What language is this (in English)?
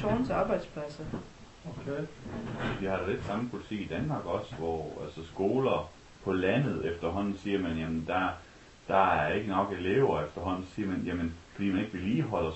Danish